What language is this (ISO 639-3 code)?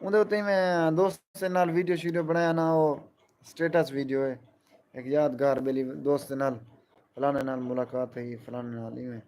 skr